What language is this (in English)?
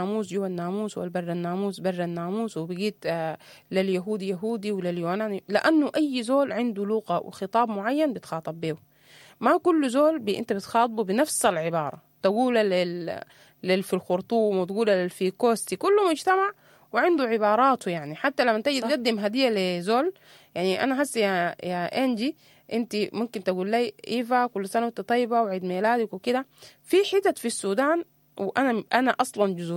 Sudanese Arabic